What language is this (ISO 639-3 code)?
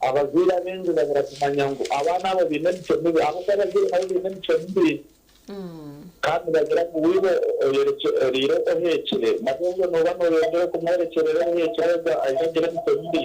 nyn